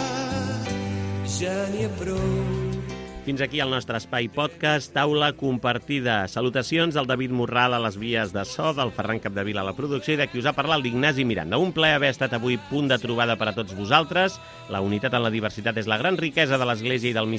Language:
Catalan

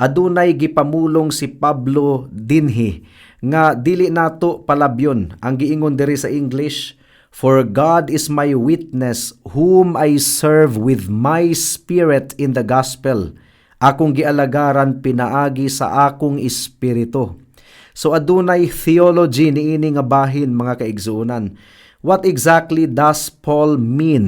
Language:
Cebuano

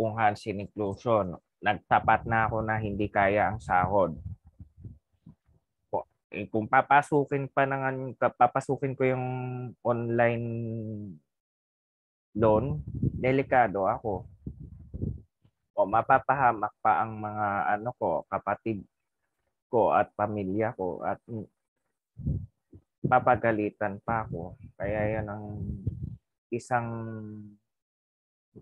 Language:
Filipino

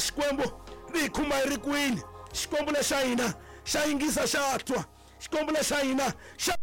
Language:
Tsonga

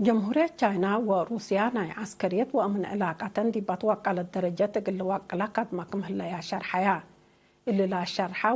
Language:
Tigre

